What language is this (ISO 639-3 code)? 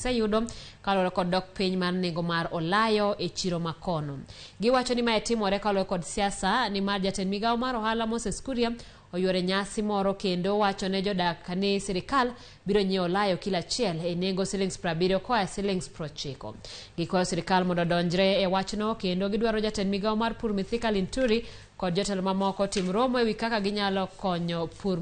luo